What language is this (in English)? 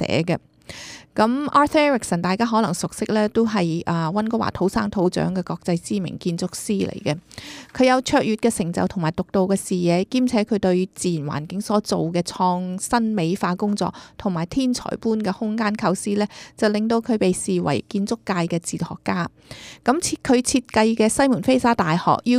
Cantonese